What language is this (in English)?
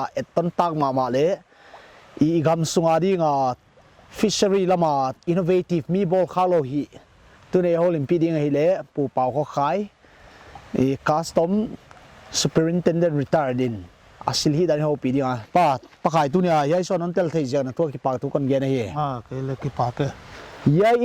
Paite Chin